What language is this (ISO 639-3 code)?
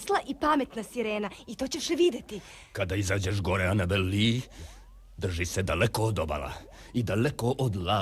hrv